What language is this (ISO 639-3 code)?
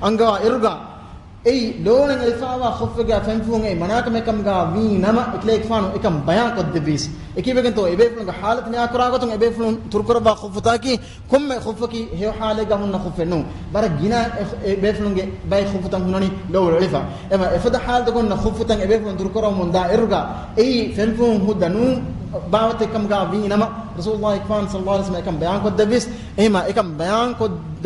div